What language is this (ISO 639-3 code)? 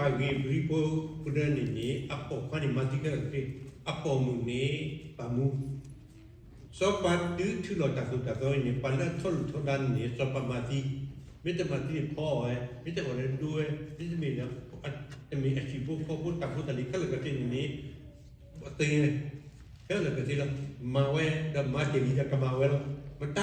ksw